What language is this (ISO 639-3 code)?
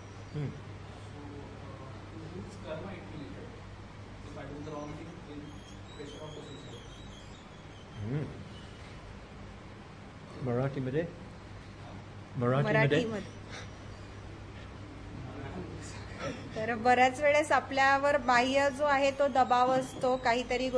mar